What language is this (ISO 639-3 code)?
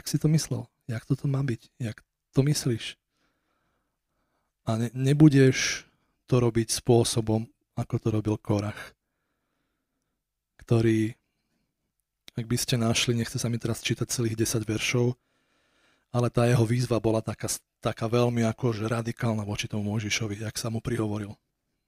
slk